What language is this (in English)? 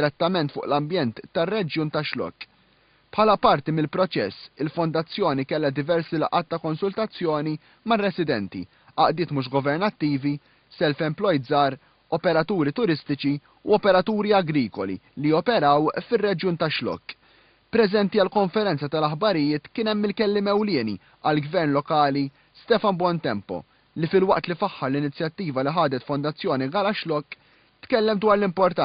Maltese